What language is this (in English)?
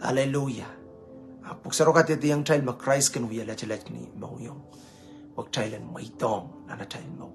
Pohnpeian